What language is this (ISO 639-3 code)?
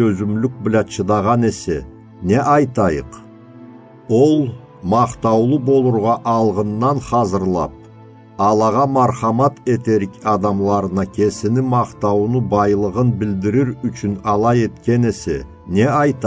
krc